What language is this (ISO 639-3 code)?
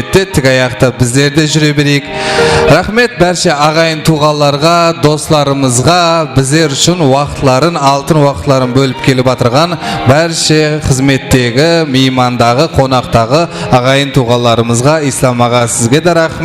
kaa